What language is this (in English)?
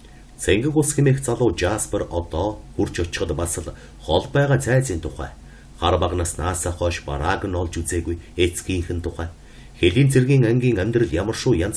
Mongolian